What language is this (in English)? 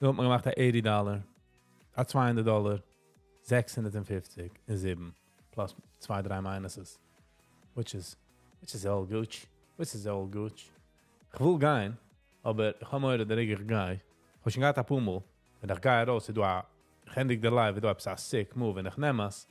Yiddish